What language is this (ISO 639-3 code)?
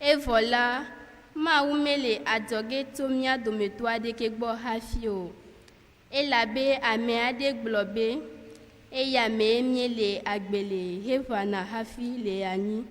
ewe